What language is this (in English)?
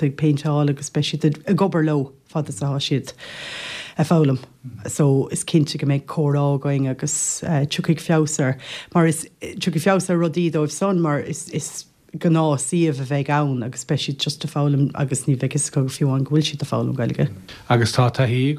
Irish